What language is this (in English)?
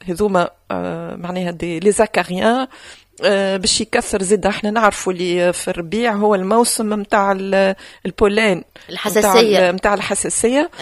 Tunisian Arabic